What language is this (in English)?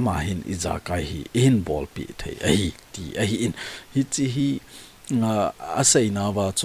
Thado Chin